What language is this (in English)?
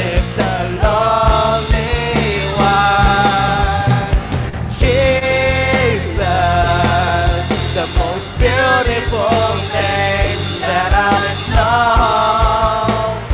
English